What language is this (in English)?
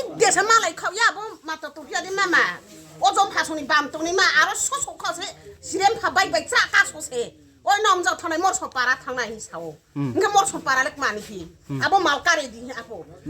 Riang (India)